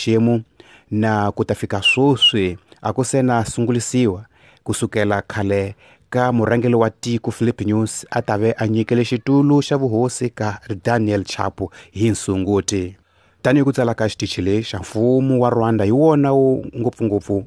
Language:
Tsonga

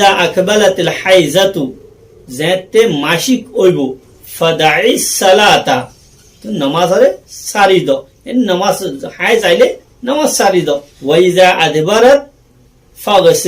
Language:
Rohingya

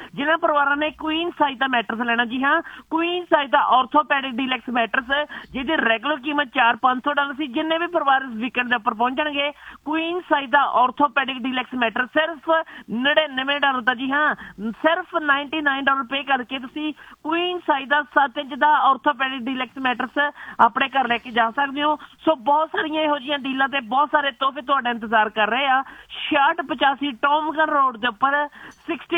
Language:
Punjabi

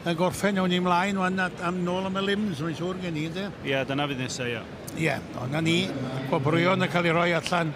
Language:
Welsh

